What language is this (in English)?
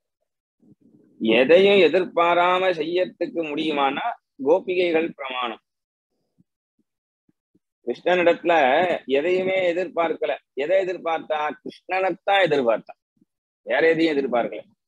Tamil